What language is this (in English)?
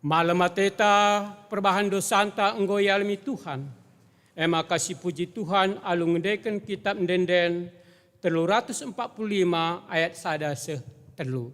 Batak Karo